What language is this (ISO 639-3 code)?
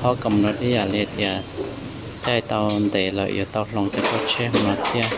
hmn